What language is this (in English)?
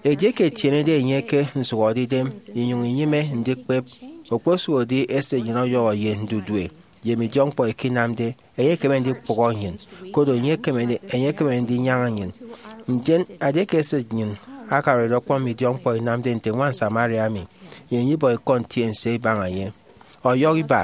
Efik